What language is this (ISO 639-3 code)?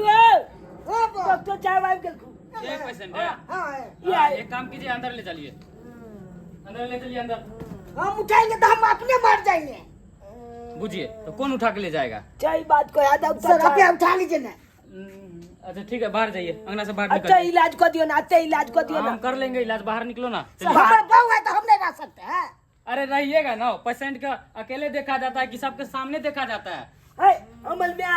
mai